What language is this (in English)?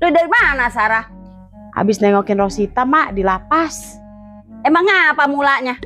Betawi